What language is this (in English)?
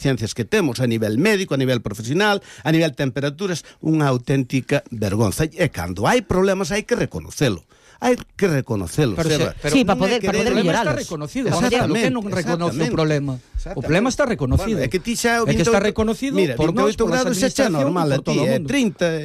Galician